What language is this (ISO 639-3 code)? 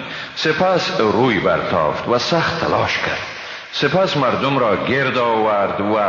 fas